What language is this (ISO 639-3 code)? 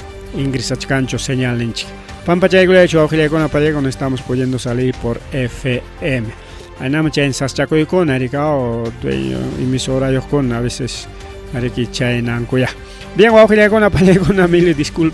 quy